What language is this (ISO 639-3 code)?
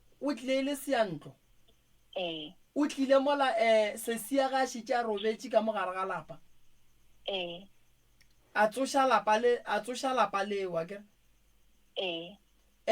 nso